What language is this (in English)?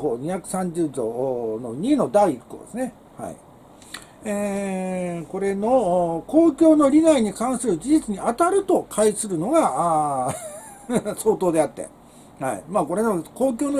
Japanese